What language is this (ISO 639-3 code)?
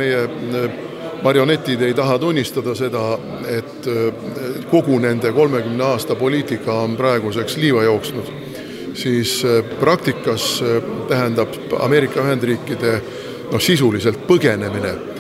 est